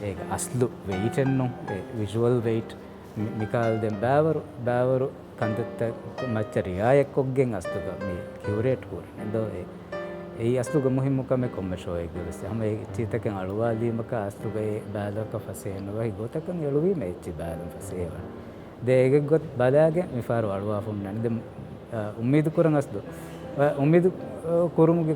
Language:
Divehi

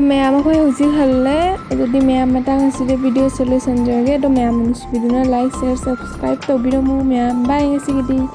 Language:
Manipuri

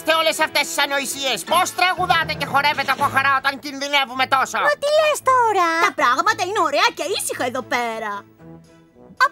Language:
Greek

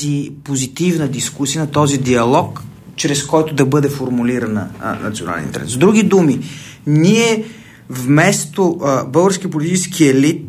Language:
Bulgarian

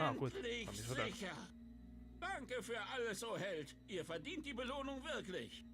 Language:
Swiss German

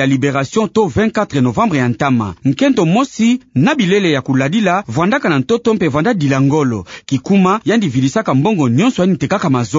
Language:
Kituba (Democratic Republic of Congo)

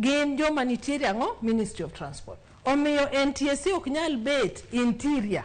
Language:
Luo (Kenya and Tanzania)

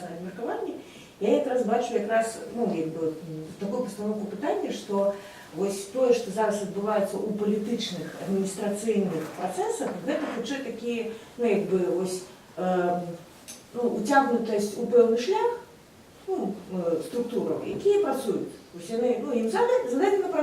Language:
Belarusian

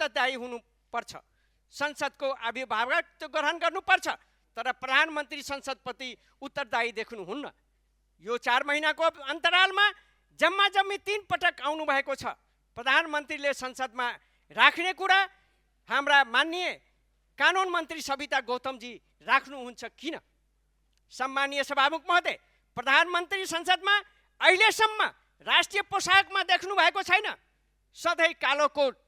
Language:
Nepali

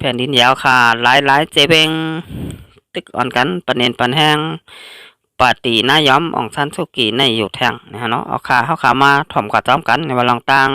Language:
Shan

